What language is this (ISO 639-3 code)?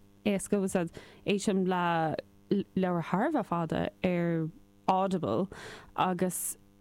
gle